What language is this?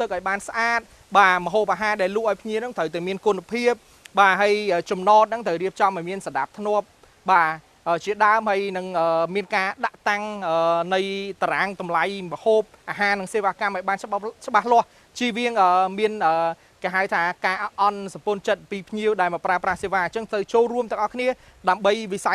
Khmer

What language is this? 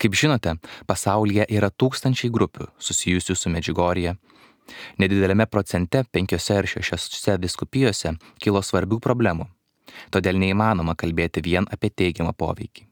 Lithuanian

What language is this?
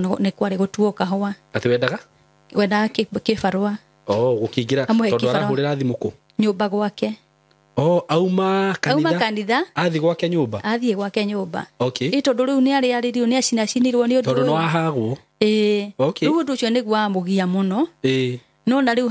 Kikuyu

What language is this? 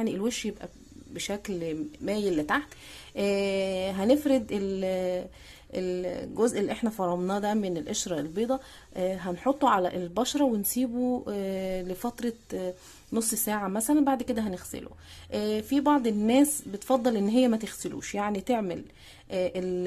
Egyptian Arabic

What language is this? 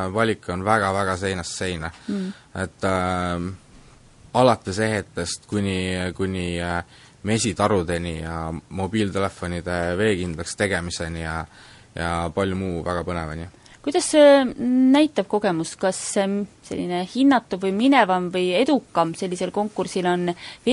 Estonian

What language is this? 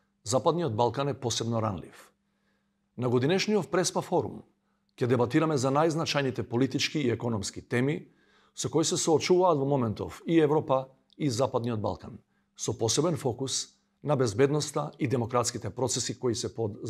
Macedonian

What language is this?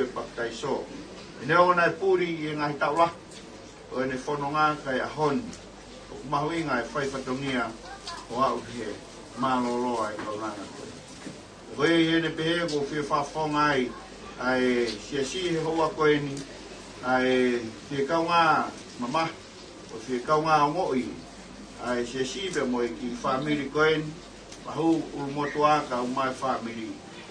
Tongan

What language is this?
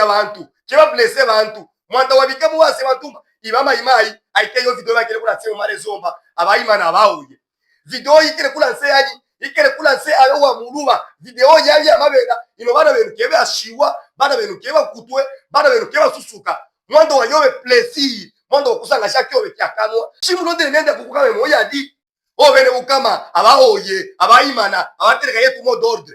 Luba-Katanga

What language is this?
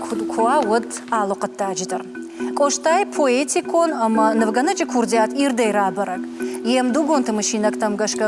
Ossetic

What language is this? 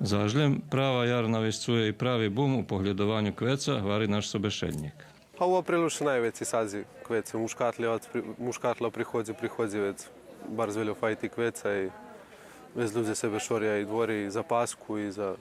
Rusyn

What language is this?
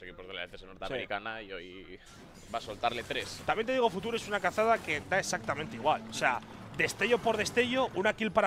Spanish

